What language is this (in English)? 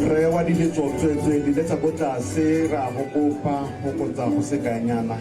Tswana